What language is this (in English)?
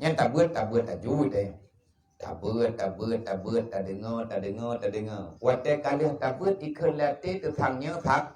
Achinese